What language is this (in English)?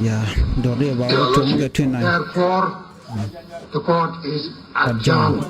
Nuer